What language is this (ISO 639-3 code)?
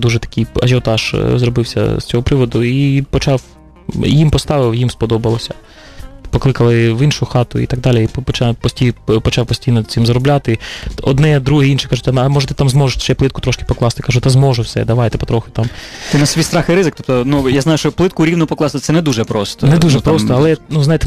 ukr